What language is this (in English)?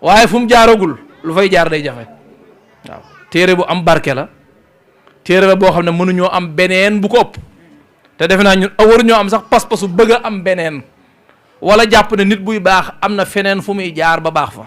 Wolof